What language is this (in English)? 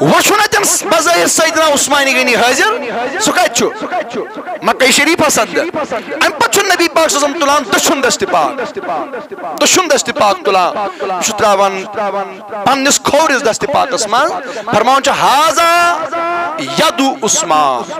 Kashmiri